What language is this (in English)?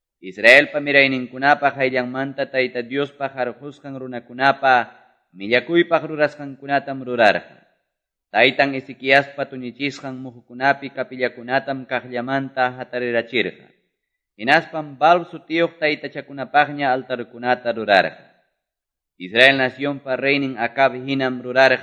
Quechua